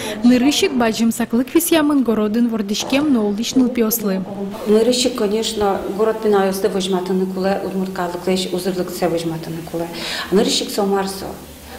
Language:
Udmurt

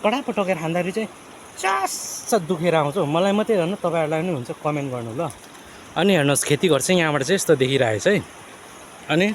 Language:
Nepali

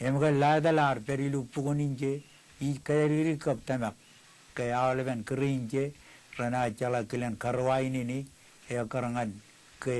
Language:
Marshallese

